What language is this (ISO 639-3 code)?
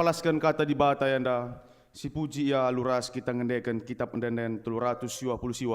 btx